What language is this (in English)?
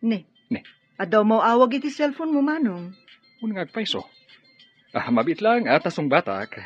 Iloko